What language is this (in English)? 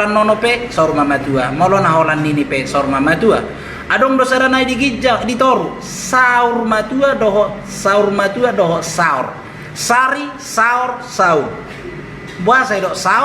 Batak Toba